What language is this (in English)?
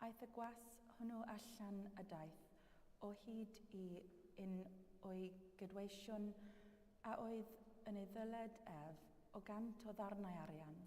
Welsh